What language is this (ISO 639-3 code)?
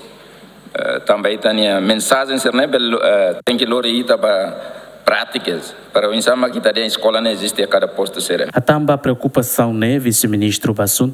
tet